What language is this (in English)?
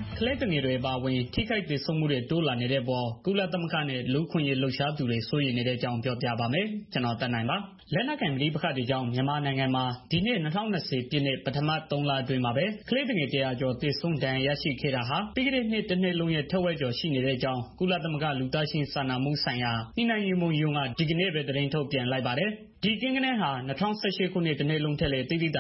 Burmese